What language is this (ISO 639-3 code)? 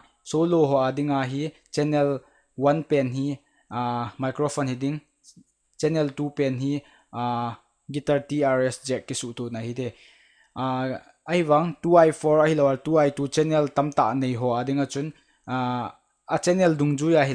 tcz